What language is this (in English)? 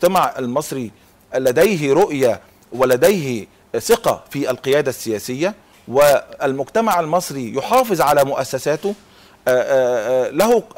Egyptian Arabic